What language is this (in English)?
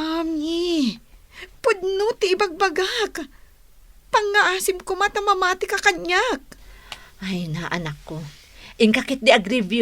Iloko